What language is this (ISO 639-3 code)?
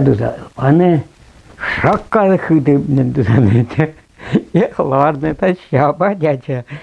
chv